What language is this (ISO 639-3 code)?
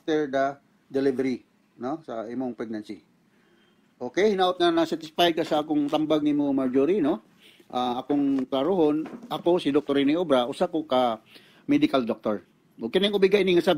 ceb